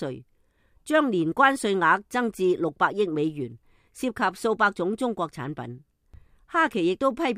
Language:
Cantonese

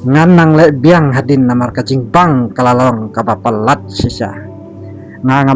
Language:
Khasi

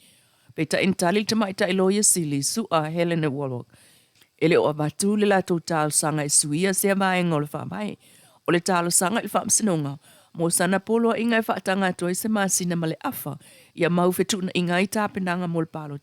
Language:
Samoan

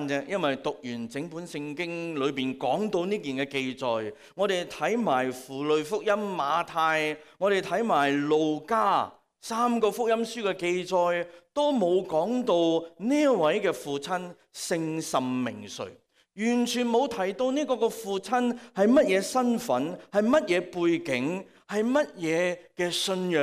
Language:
Cantonese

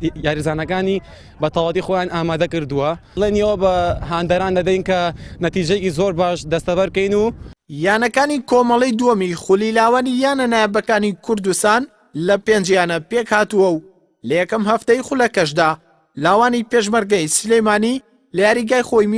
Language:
Central Kurdish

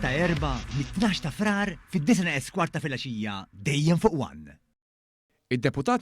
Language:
Maltese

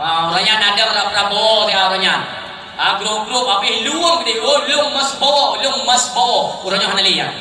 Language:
Achinese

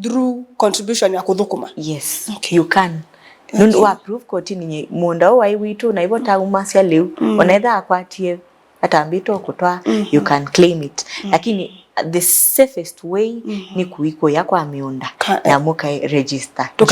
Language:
Kamba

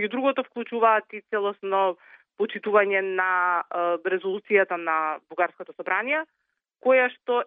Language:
Macedonian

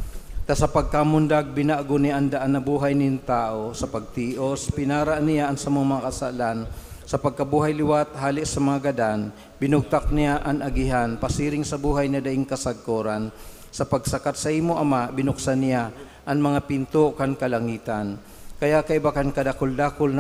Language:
Bikol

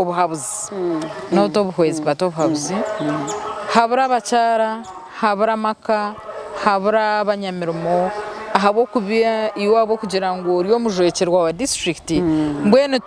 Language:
Nyankole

